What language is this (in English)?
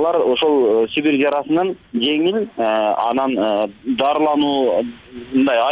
Kyrgyz